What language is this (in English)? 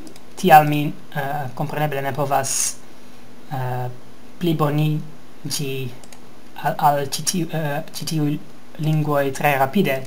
Esperanto